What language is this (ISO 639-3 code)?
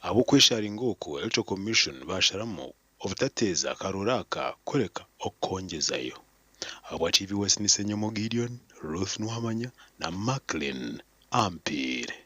nyn